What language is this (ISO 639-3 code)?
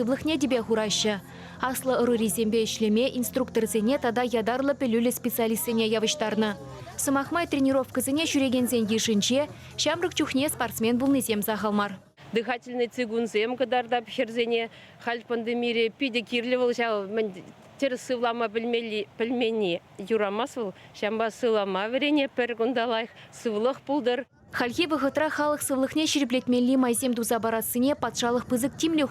chv